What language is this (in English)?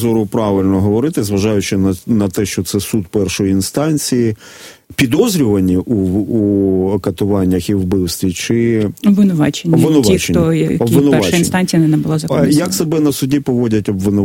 Ukrainian